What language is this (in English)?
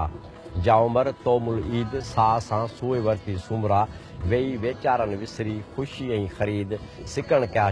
Sindhi